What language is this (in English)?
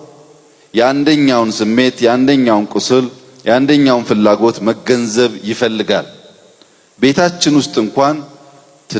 Amharic